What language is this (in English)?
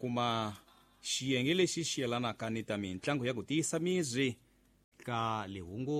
Tsonga